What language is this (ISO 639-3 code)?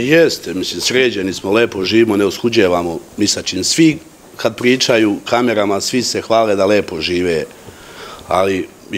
srp